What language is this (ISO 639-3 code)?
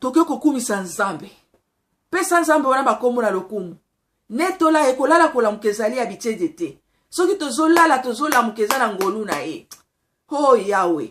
lin